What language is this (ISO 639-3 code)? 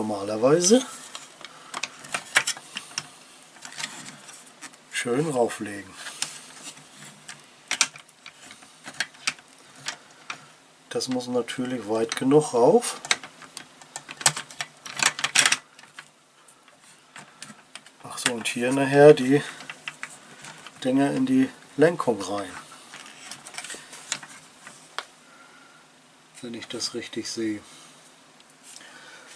deu